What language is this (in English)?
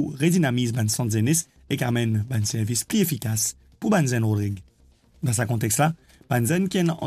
Morisyen